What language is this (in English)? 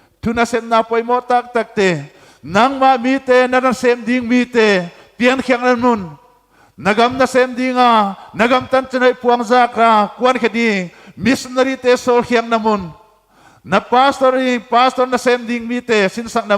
Paite Chin